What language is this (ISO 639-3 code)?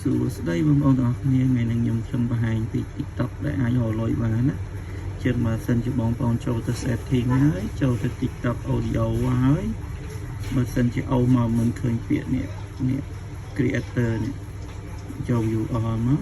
khm